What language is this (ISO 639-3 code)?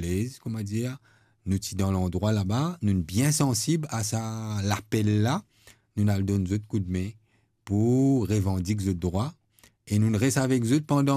mfe